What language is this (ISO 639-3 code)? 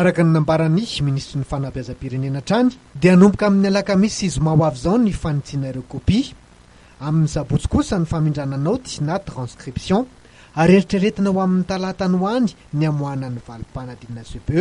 mlg